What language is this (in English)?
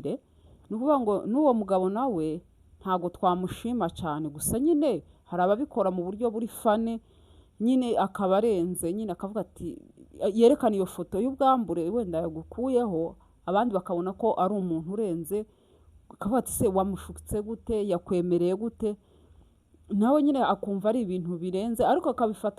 Kinyarwanda